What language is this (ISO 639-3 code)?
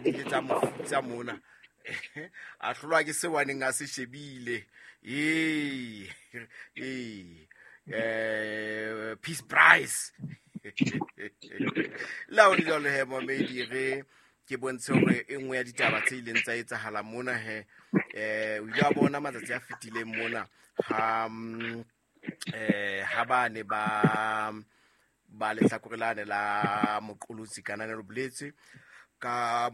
sot